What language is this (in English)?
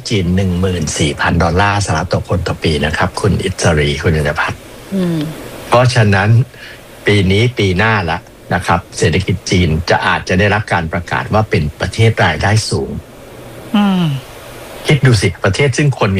Thai